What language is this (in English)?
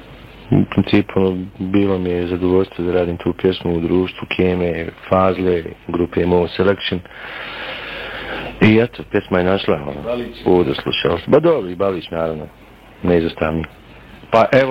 Bosnian